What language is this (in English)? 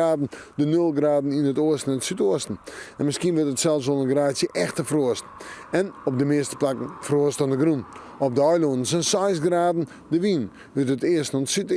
Western Frisian